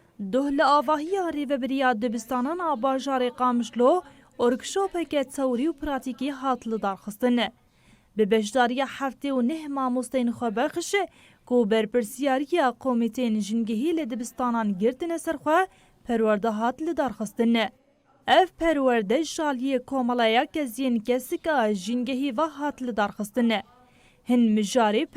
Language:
Kurdish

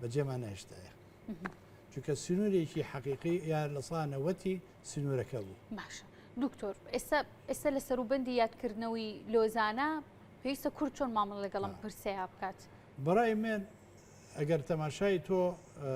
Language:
Central Kurdish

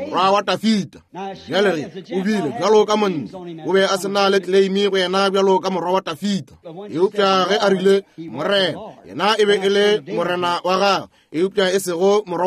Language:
Northern Sotho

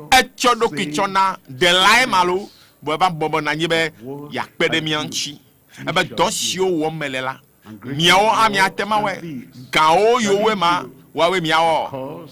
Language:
Ewe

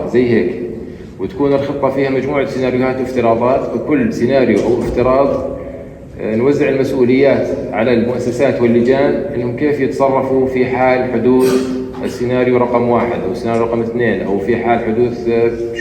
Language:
North Levantine Arabic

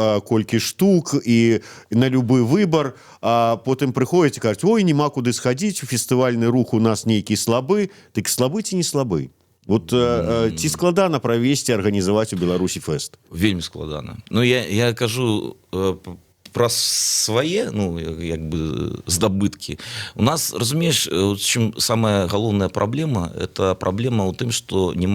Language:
Belarusian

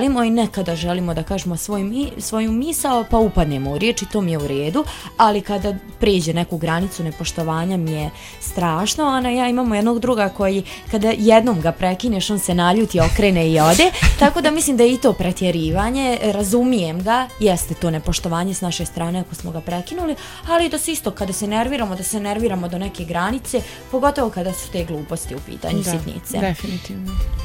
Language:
Bosnian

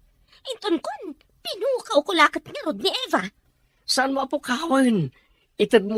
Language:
Iloko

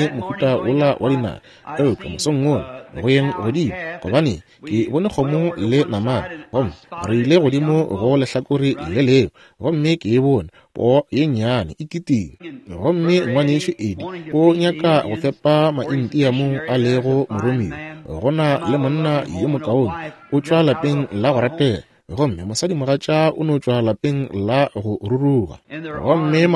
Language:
Northern Sotho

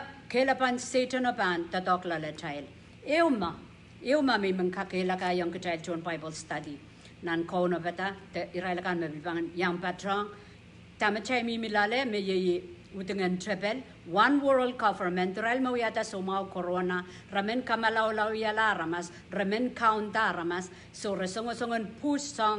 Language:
Pohnpeian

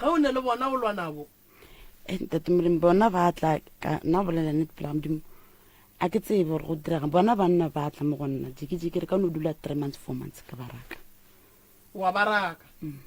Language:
Northern Sotho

